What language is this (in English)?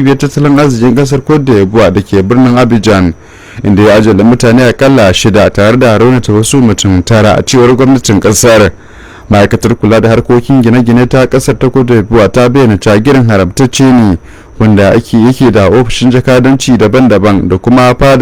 Hausa